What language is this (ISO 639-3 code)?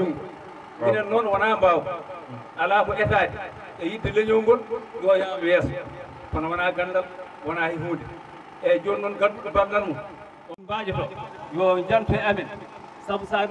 ful